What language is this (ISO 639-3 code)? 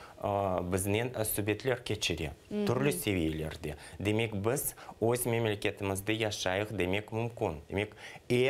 crh